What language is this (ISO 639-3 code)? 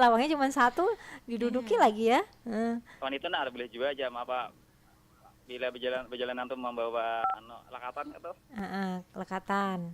bjn